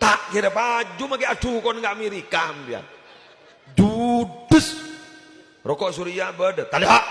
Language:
Madurese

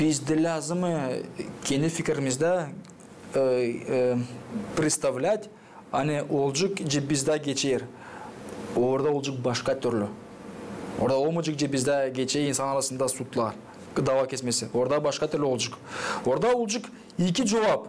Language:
Gagauz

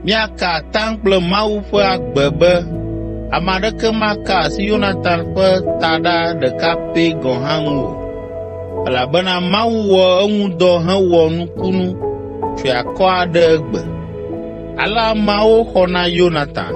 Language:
Ewe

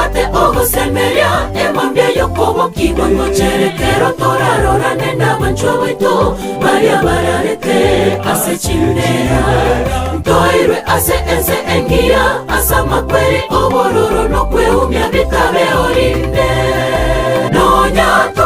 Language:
Gusii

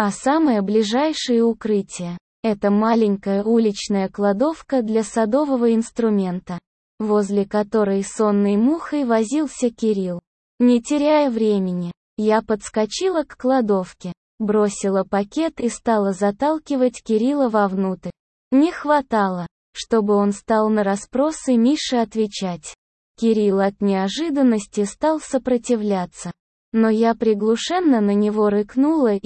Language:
Russian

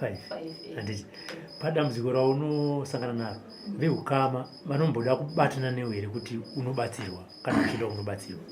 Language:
Shona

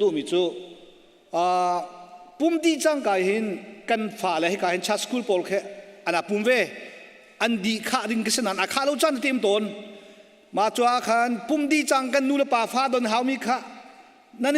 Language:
Hakha Chin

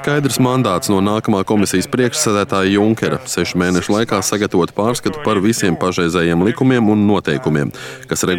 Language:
Latvian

